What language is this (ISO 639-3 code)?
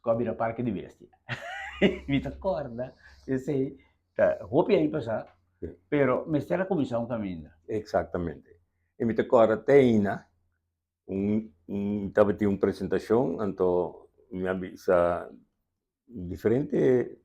pap